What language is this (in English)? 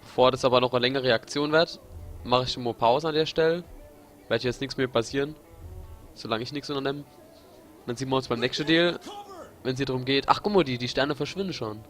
Palatine German